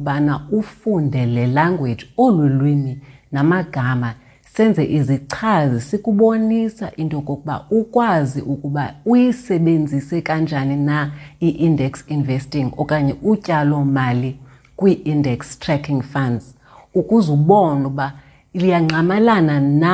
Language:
Xhosa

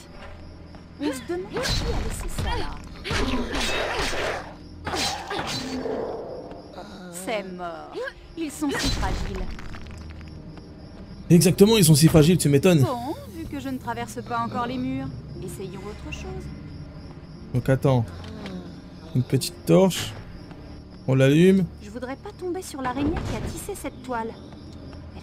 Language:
French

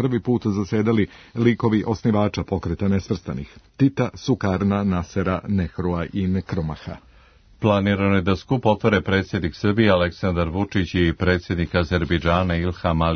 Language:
Serbian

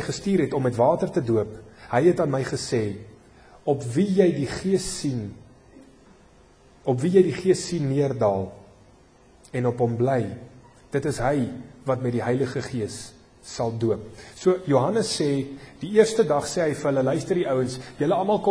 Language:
Afrikaans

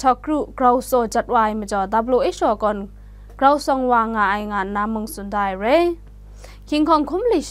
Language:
Kachin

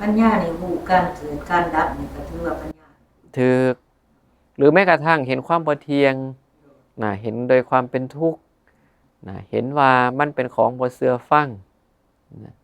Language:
Northeastern Thai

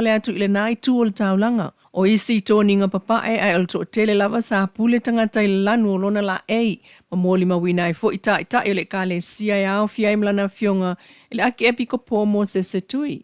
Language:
Samoan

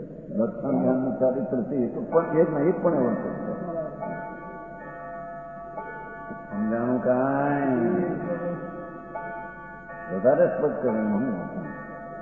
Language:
Gujarati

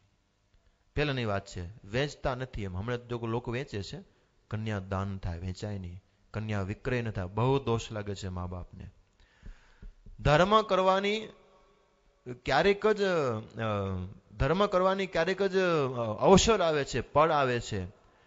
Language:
Gujarati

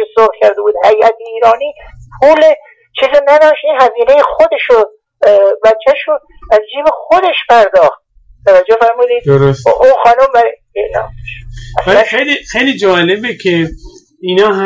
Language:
Persian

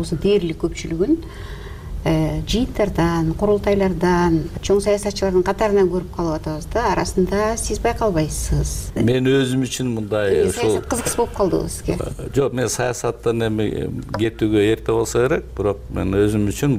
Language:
Kyrgyz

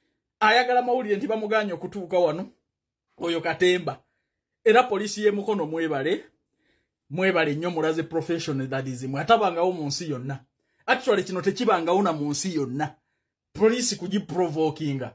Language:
Ganda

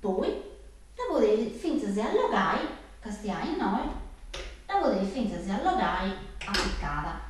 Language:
Sardinian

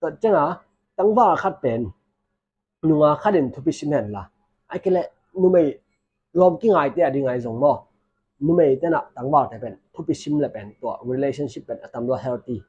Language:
Tedim Chin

